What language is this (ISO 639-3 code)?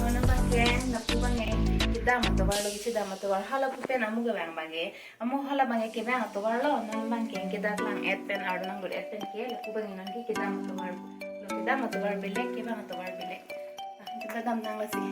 mjw